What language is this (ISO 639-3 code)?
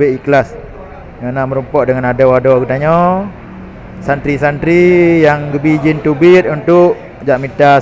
ace